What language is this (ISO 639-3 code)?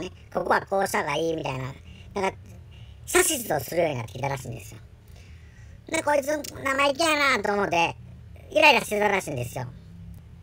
jpn